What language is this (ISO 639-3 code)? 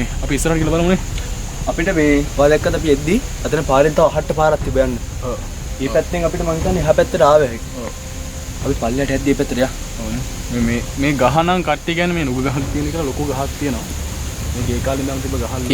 sin